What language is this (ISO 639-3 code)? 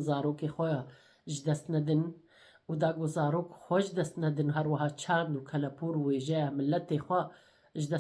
kur